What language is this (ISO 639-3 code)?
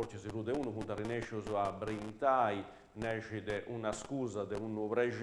srd